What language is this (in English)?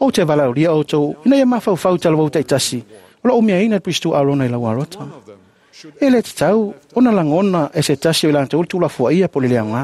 Samoan